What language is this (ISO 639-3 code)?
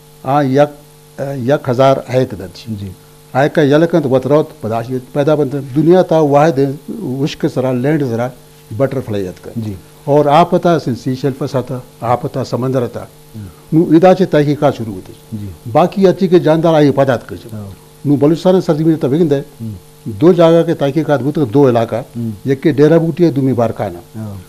bal